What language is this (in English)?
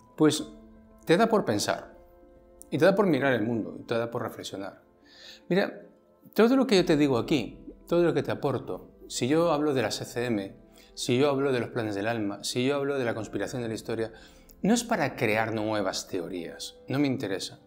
Spanish